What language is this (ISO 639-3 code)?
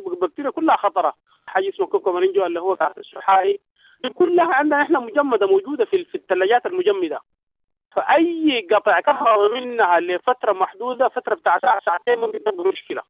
apd